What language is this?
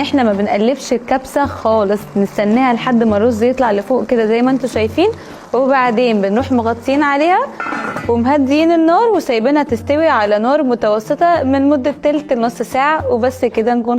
Egyptian Arabic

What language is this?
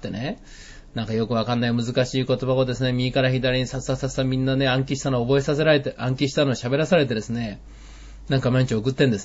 Japanese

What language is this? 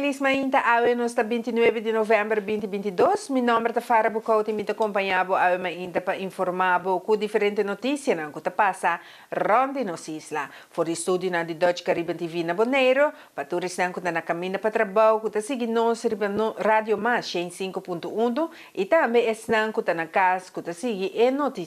Papiamento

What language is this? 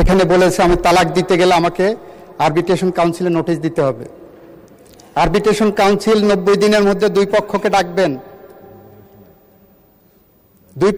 Bangla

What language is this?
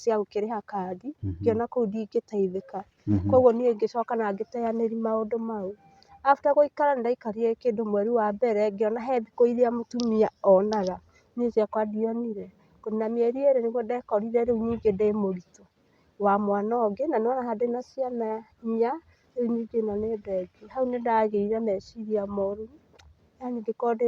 Kikuyu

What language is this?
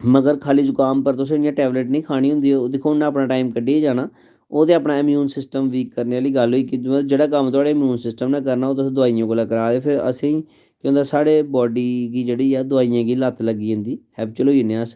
Dogri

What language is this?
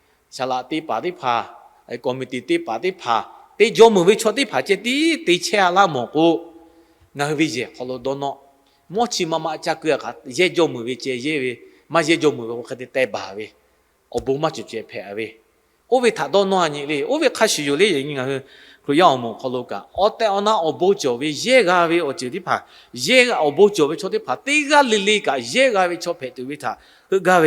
Lahu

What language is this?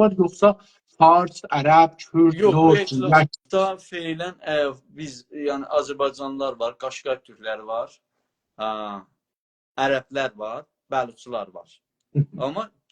South Azerbaijani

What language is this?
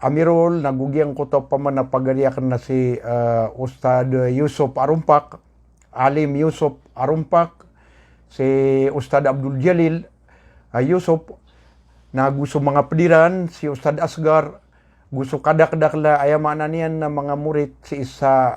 Maranao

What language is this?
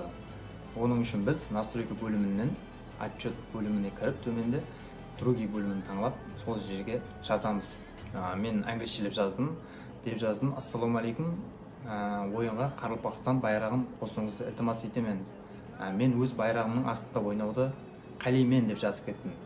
Kara-Kalpak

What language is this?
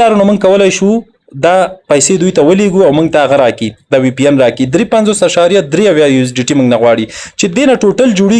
Pashto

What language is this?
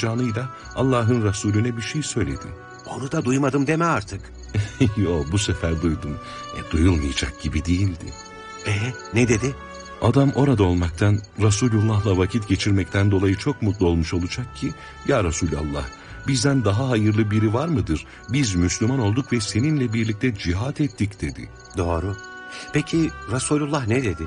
Turkish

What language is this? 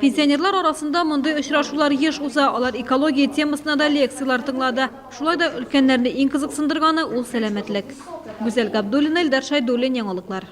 Tatar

